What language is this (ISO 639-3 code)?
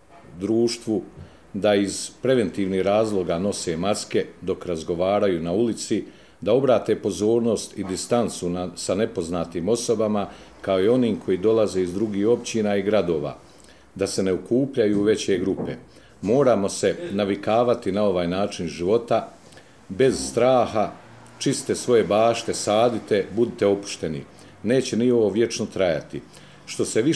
hrv